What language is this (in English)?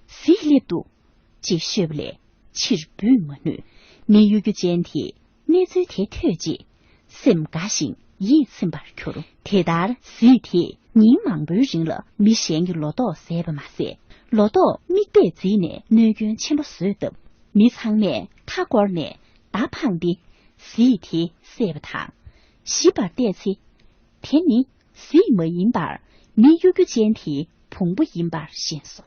Tibetan